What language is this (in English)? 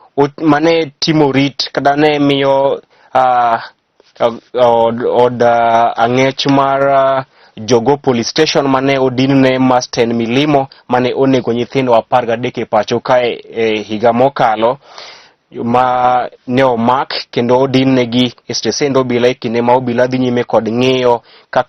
Luo (Kenya and Tanzania)